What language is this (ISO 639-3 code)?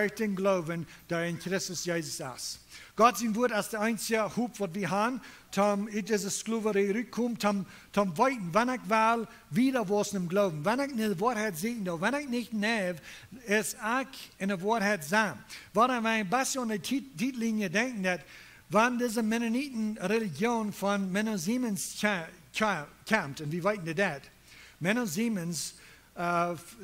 pdt